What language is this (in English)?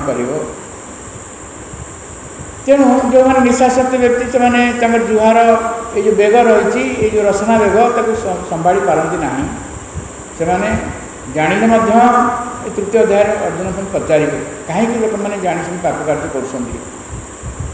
Odia